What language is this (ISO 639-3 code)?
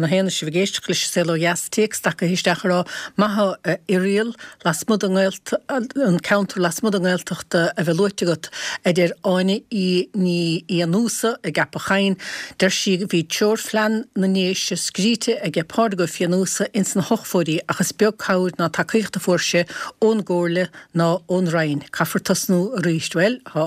gle